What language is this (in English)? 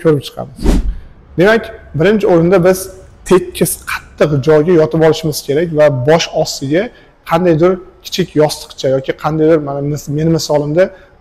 Uzbek